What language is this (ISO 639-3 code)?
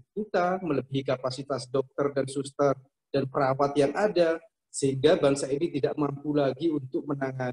ind